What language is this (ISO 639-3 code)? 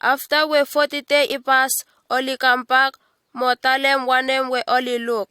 bis